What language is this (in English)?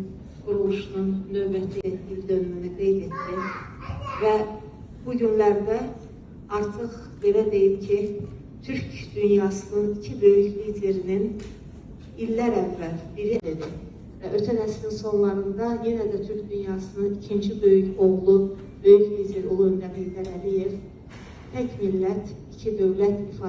Azerbaijani